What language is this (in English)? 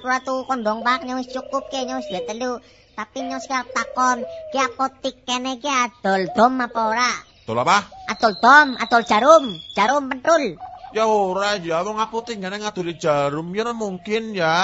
Javanese